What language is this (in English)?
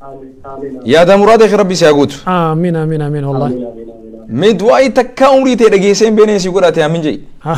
Oromo